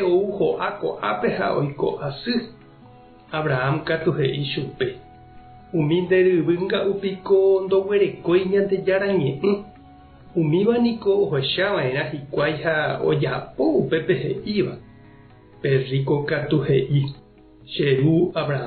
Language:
Guarani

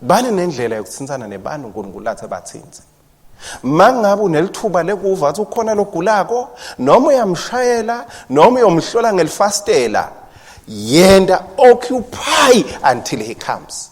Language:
Swati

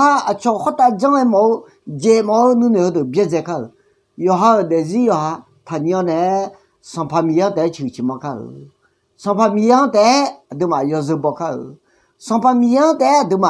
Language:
Akha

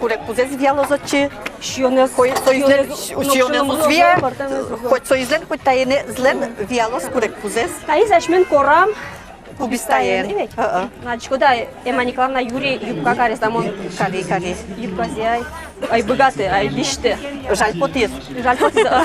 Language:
Udmurt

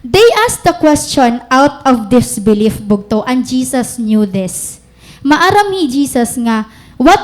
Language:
Waray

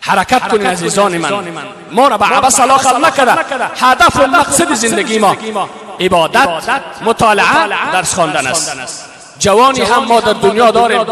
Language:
Persian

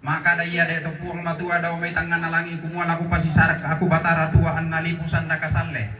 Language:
Toraja-Sa'dan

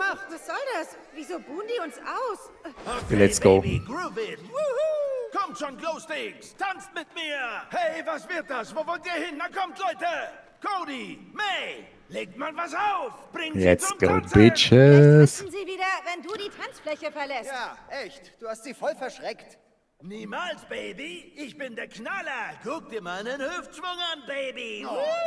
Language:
Swiss German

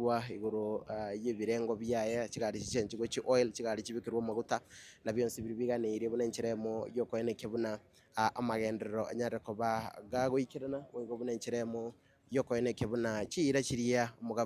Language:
Gusii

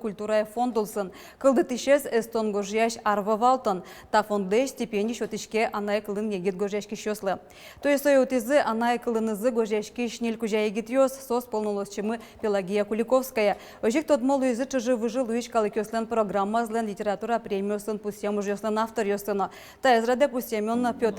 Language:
Udmurt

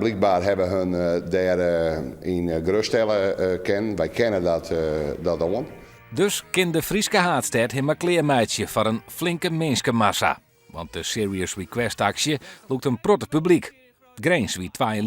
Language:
Western Frisian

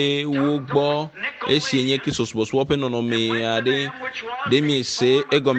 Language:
Ewe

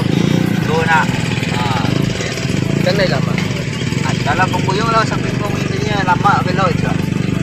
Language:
Minangkabau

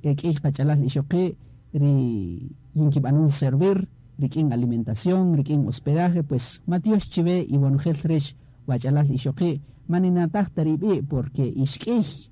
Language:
Kaqchikel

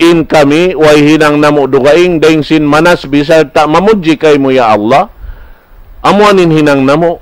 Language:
Tausug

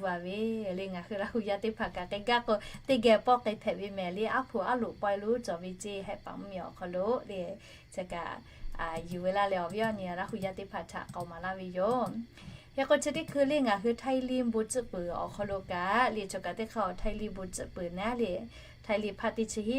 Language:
Lahu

